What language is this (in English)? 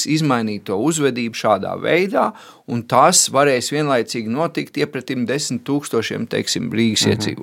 Latvian